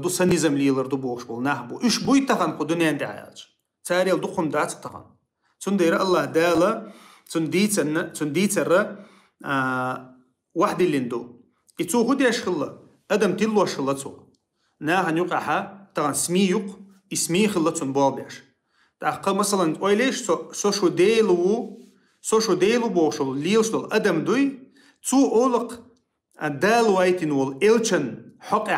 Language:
Chechen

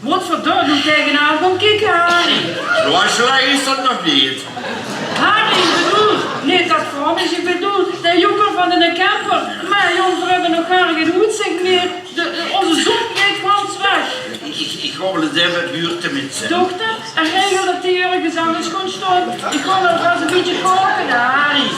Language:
Limburgish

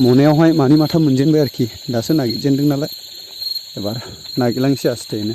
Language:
Bodo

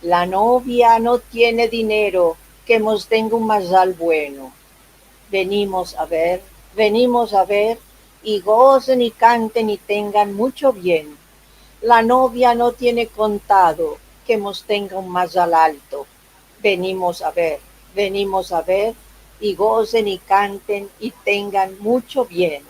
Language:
Ladino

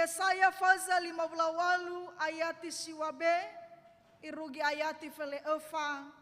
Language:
Nias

